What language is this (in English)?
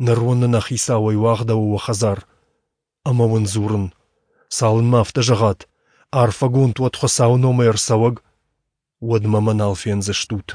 Ossetic